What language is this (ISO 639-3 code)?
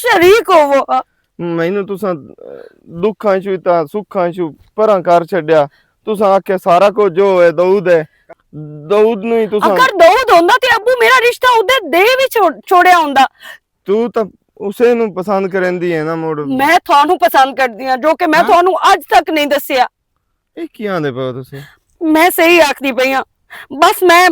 lah